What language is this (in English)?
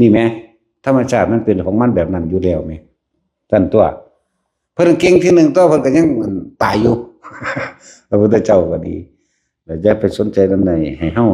Lao